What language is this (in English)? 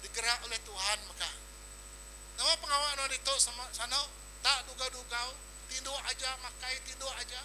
Iban